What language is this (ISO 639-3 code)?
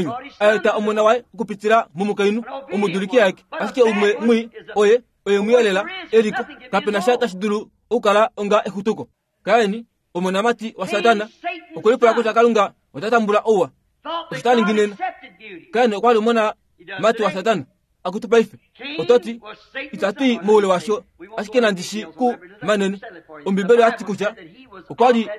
kua